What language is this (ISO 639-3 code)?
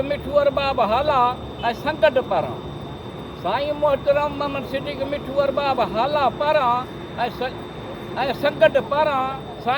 snd